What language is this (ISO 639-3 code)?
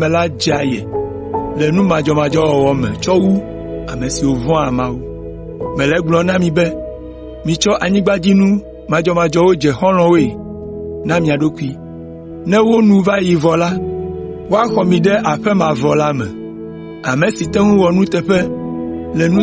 ewe